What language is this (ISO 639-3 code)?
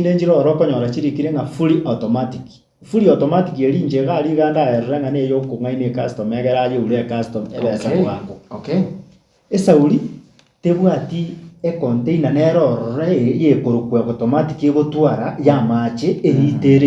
guz